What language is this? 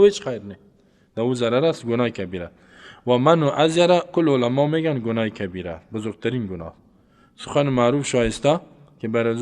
Persian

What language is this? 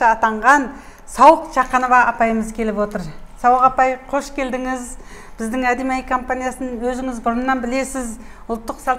Kazakh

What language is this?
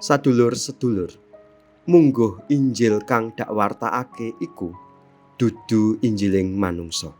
Javanese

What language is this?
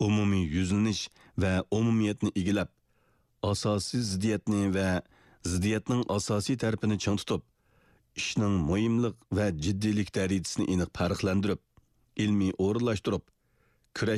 Uyghur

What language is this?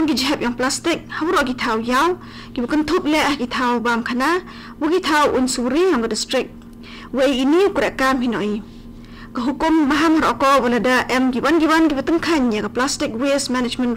Khasi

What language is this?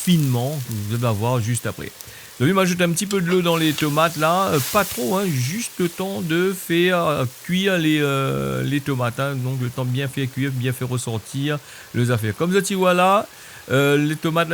Réunion Creole French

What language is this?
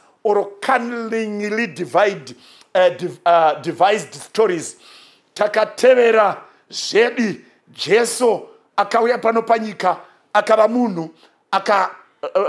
Shona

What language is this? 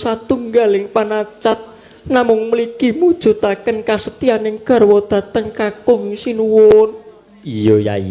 Javanese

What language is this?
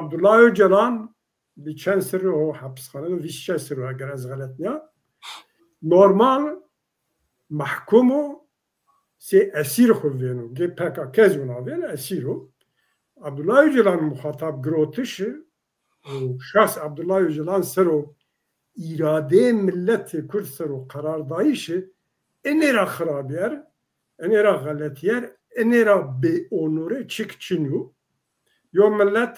Zaza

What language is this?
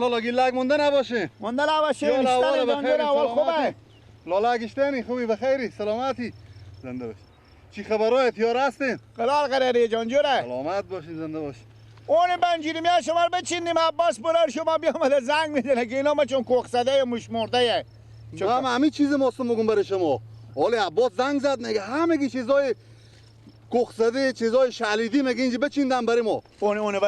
Persian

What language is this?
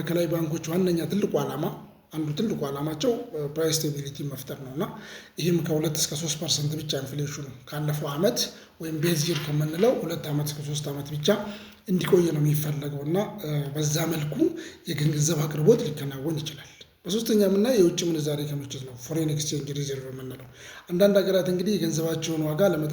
Amharic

